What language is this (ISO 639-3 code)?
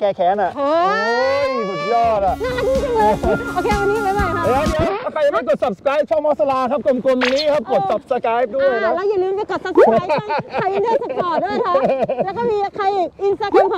tha